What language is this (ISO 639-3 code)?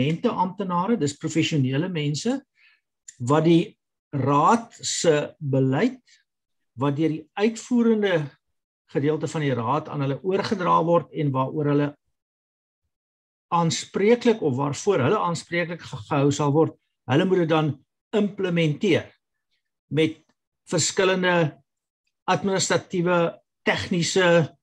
afr